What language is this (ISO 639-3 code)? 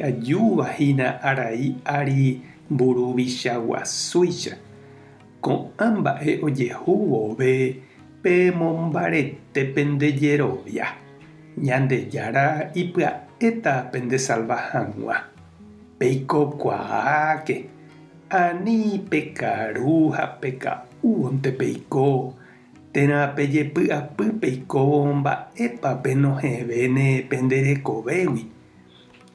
grn